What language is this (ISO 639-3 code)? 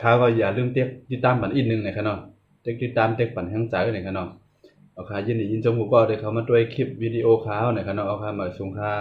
shn